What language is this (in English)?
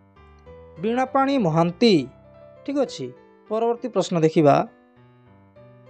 Odia